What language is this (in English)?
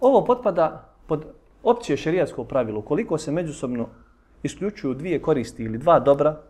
Bosnian